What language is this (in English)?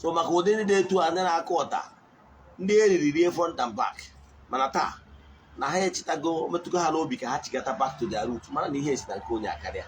Igbo